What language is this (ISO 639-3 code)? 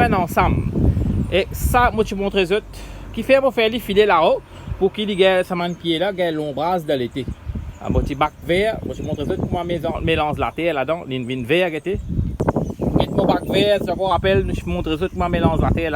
mfe